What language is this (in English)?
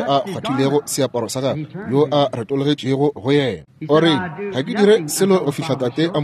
Northern Sotho